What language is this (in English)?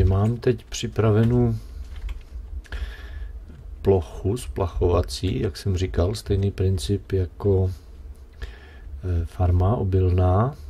Czech